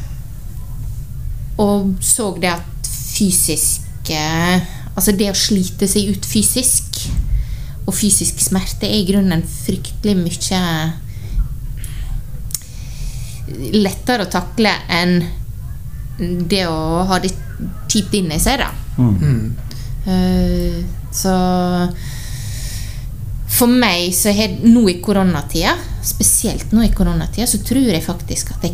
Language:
Norwegian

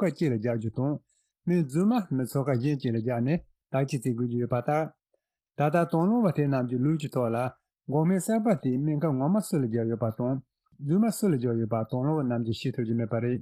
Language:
Tibetan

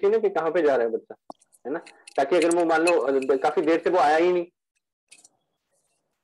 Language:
Hindi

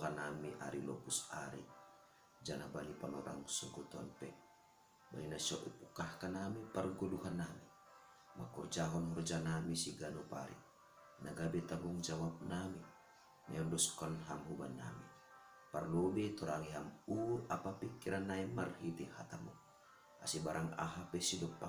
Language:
Batak Simalungun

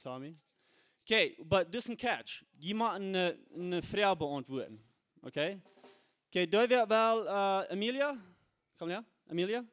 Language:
Plautdietsch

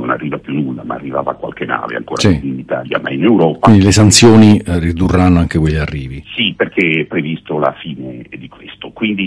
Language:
Italian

